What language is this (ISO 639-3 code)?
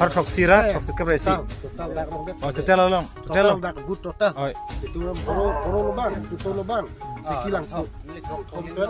mjw